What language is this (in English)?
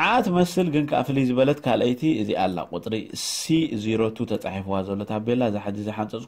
Tigrinya